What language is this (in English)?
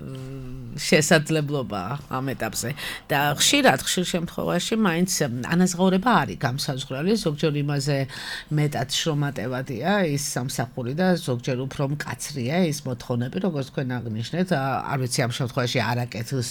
Georgian